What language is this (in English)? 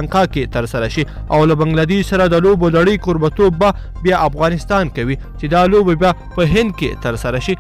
Pashto